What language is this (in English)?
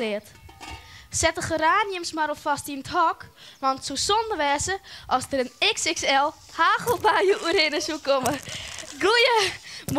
Western Frisian